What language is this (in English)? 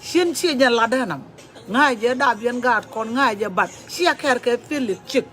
Nuer